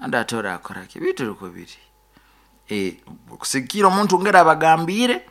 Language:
Nyoro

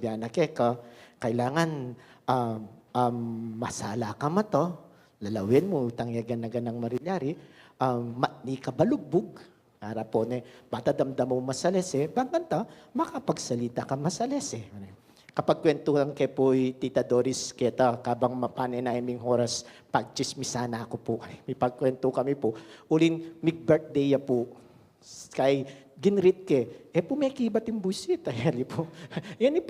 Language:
Pampanga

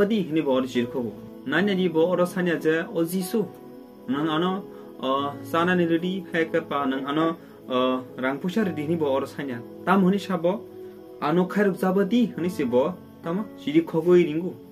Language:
Kok Borok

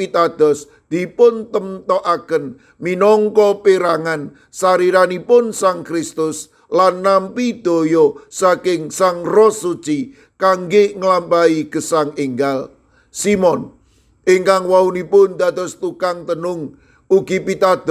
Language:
Javanese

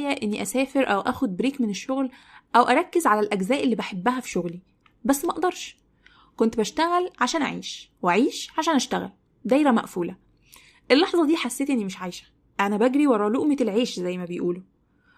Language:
Egyptian Arabic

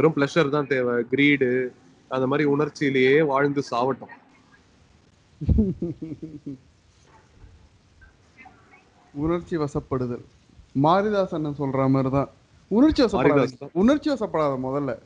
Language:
Tamil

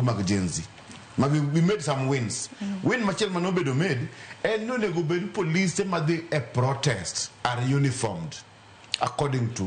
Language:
Luo (Kenya and Tanzania)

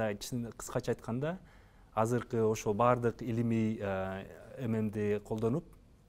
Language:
Kyrgyz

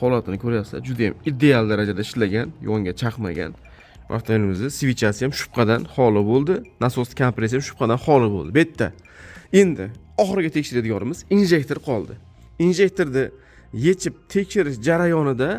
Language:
Uzbek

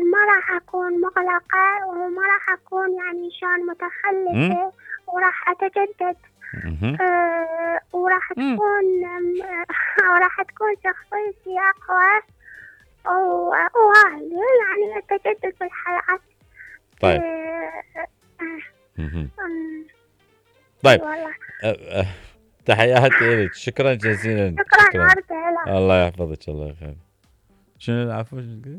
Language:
Mesopotamian Arabic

